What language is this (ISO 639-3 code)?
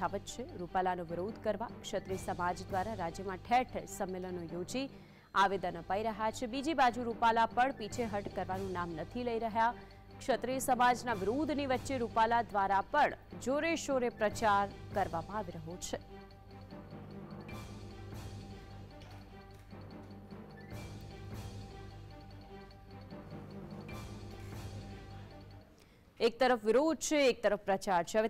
guj